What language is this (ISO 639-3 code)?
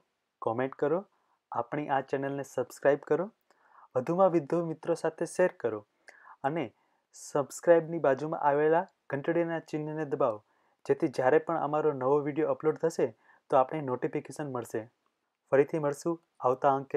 guj